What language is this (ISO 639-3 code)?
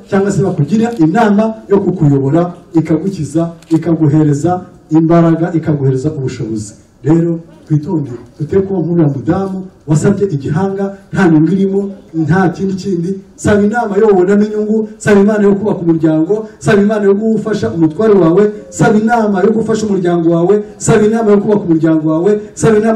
kin